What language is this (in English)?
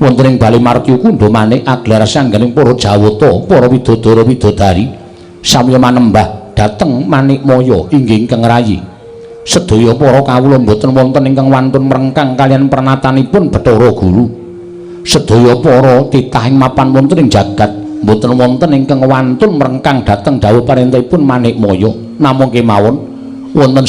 Javanese